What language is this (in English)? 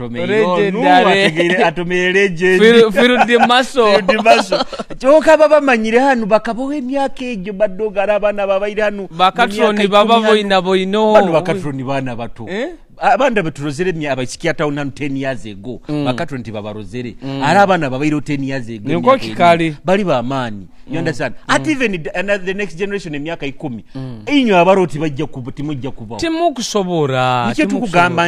Nyoro